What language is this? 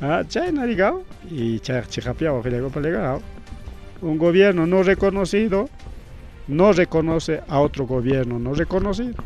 Ayacucho Quechua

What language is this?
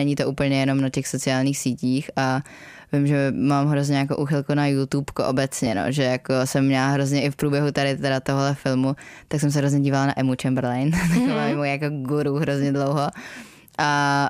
Czech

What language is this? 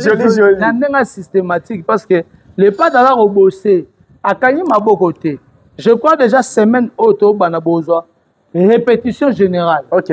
Lingala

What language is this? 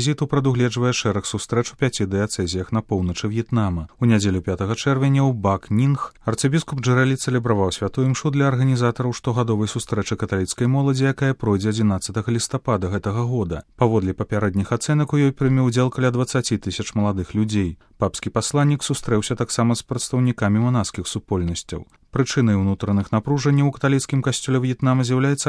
Belarusian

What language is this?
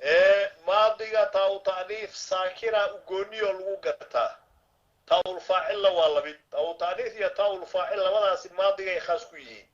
Somali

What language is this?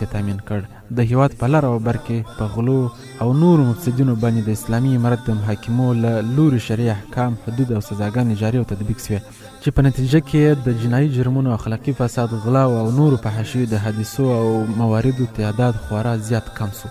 Pashto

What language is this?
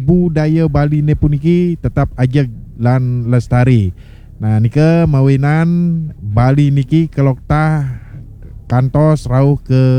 Balinese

